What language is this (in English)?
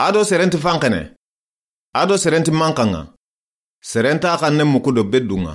Soninke